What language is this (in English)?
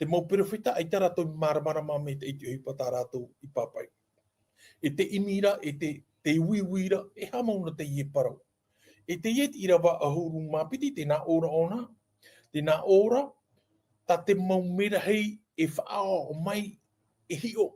Tahitian